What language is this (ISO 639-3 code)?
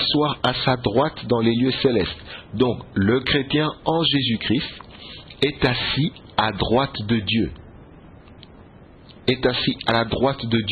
fra